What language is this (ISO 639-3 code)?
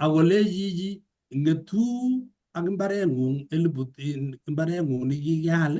kln